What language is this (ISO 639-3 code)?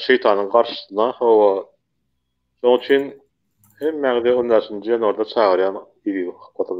tuk